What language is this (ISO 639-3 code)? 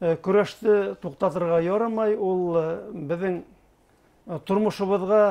bak